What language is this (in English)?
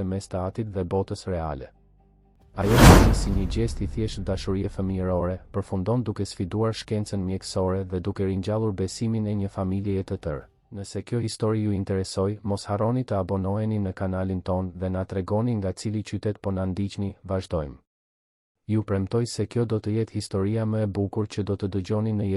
Albanian